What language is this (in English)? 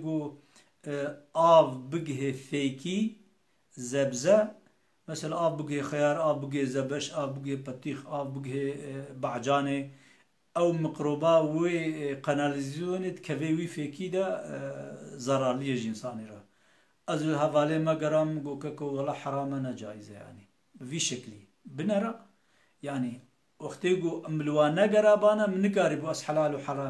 Kurdish